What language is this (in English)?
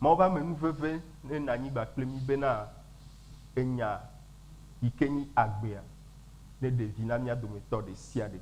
Ewe